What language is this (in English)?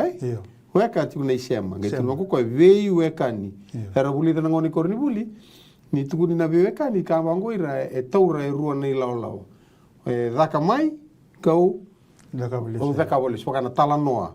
Fijian